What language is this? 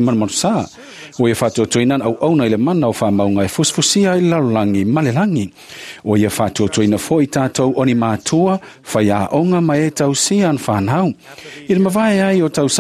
Samoan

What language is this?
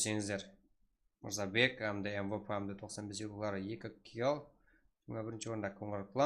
Kara-Kalpak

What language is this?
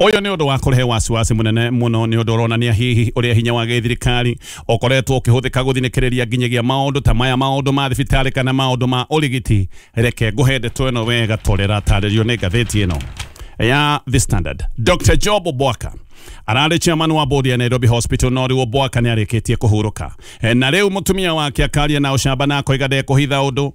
Kikuyu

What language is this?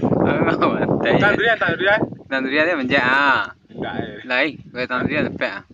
Minangkabau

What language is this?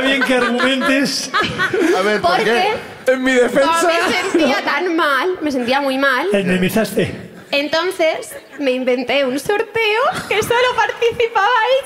Spanish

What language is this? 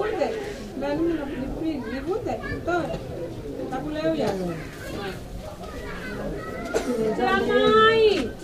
Swahili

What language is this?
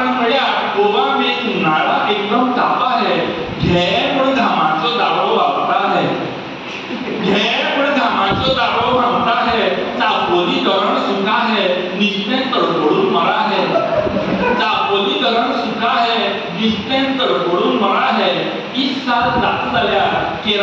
Konkani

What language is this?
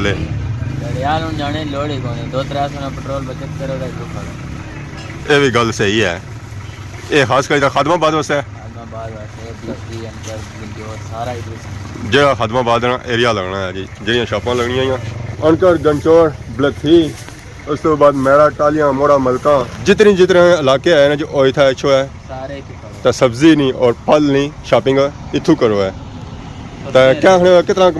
Pahari-Potwari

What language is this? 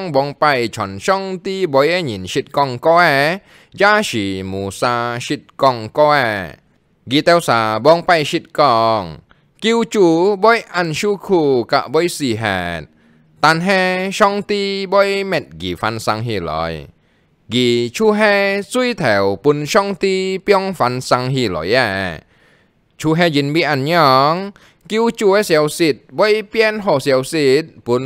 Hakka Chinese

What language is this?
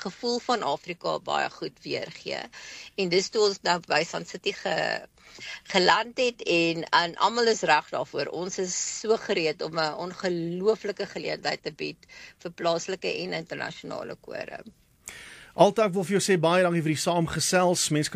Afrikaans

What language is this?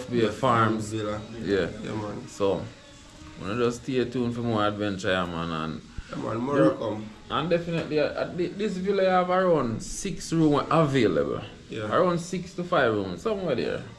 Jamaican Creole English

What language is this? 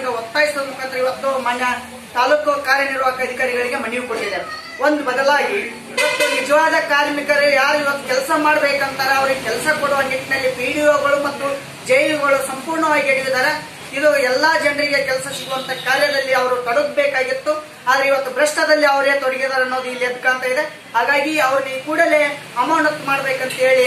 Kannada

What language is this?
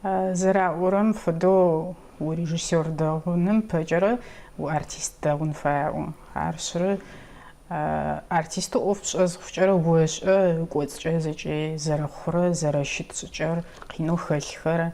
Adyghe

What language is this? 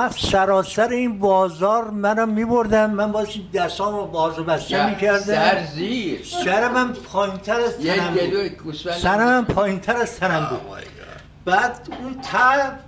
Persian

